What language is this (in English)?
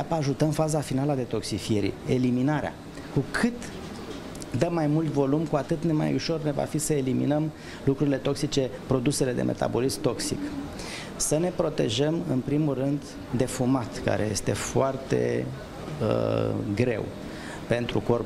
Romanian